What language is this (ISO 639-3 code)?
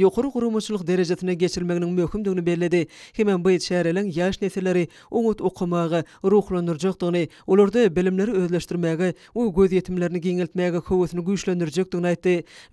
tuk